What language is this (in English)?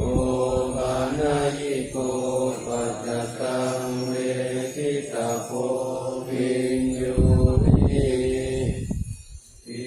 Pali